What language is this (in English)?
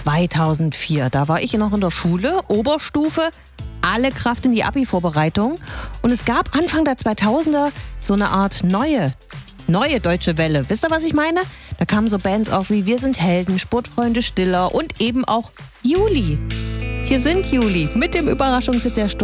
German